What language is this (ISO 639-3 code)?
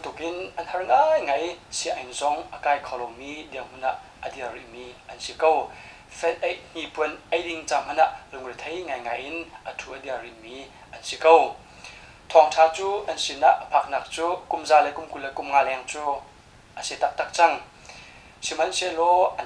cnh